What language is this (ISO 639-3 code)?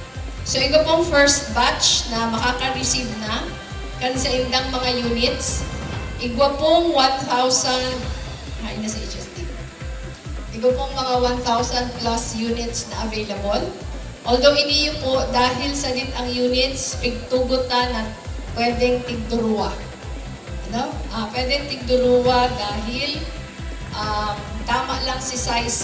bik